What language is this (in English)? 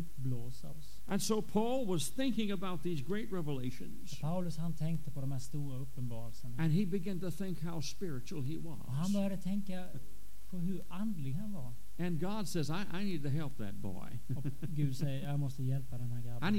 Swedish